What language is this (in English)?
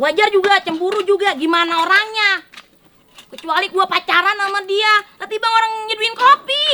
Betawi